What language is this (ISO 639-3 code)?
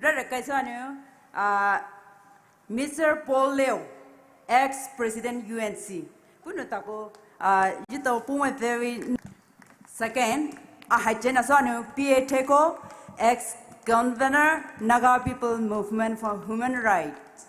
pmx